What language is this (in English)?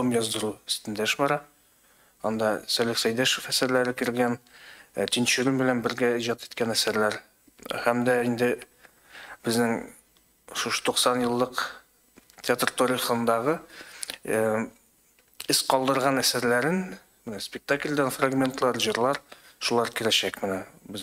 Tatar